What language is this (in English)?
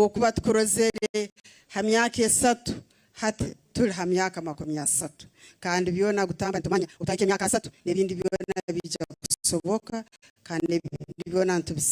Nyankole